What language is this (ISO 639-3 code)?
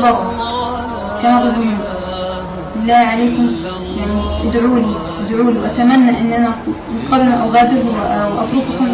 arz